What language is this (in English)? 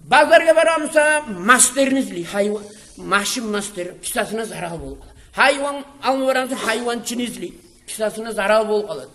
Kumyk